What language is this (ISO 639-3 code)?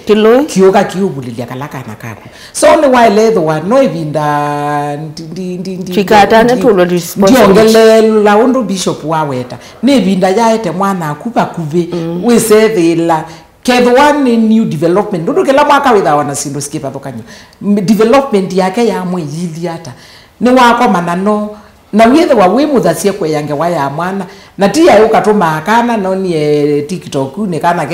kam